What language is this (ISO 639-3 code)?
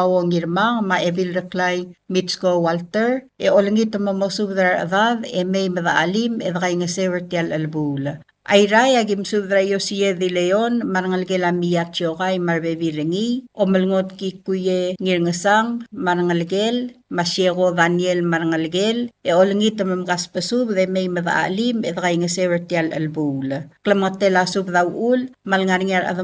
pau